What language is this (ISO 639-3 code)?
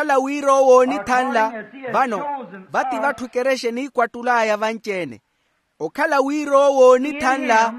vmw